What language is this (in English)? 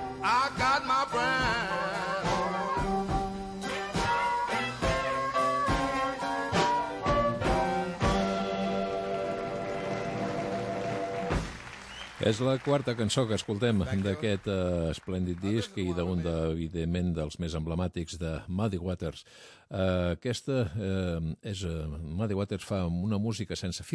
Catalan